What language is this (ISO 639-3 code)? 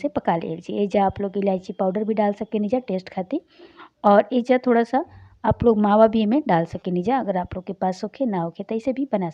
bho